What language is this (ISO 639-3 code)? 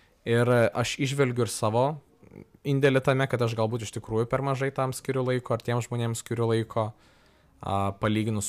lit